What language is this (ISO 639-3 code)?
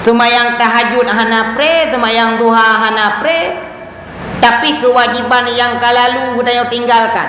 ace